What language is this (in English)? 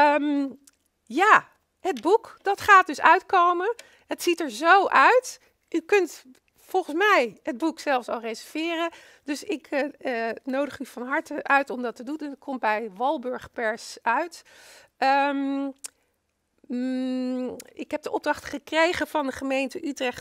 Dutch